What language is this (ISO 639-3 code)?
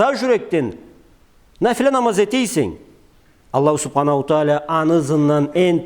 krc